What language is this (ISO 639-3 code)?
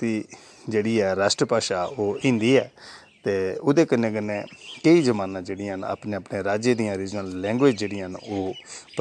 doi